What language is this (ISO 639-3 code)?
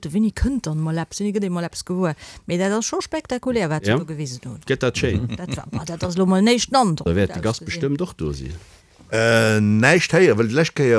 ltz